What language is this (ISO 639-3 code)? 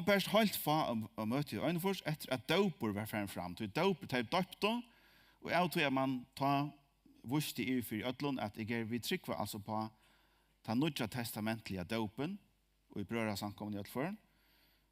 fao